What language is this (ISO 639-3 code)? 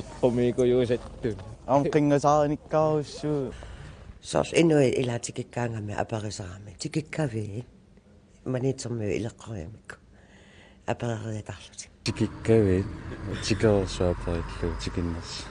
kal